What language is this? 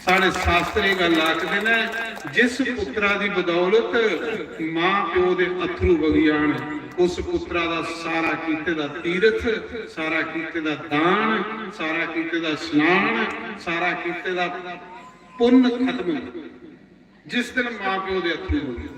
Dogri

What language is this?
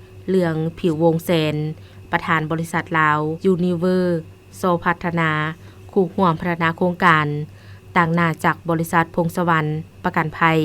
Lao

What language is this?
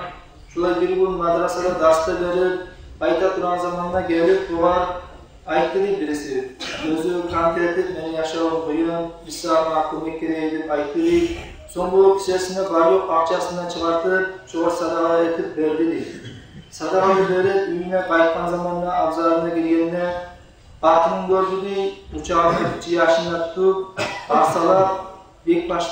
Kumyk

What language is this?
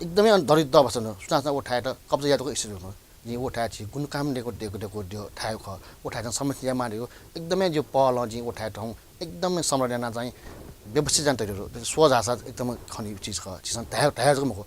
Newari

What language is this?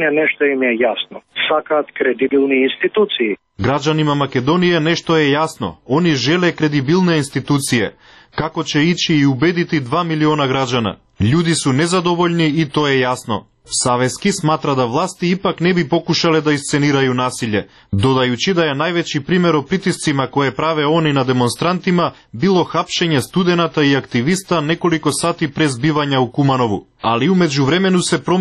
Serbian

